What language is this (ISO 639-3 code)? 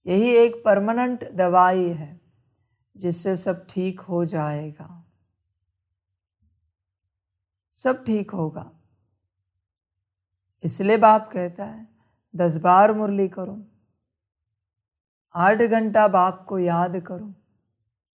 hin